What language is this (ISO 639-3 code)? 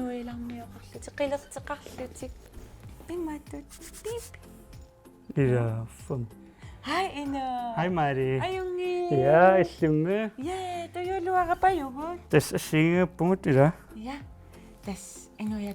kal